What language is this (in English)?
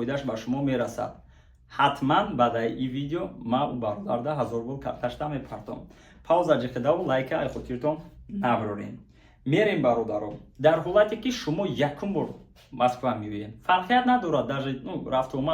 Tajik